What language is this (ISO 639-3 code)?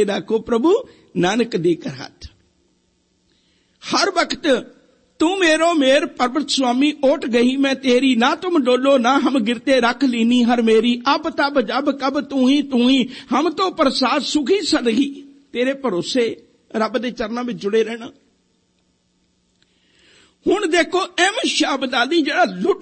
pan